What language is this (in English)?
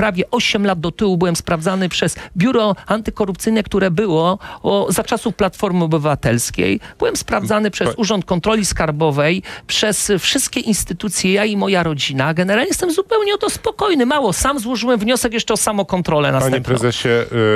Polish